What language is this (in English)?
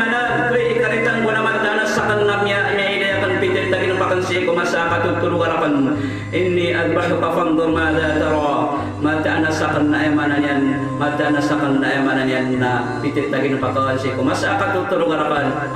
Maranao